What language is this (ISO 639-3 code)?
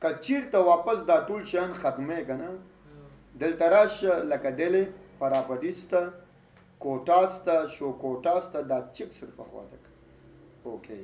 pus